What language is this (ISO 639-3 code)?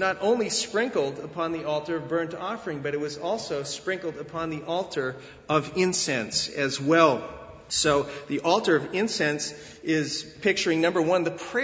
eng